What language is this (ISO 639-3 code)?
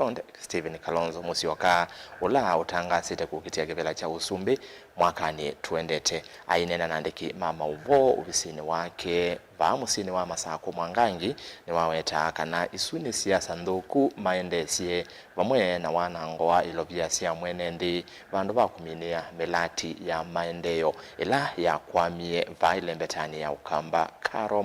kam